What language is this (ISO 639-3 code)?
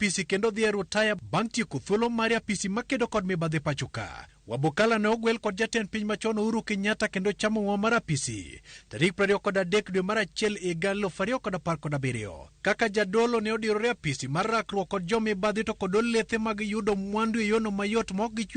luo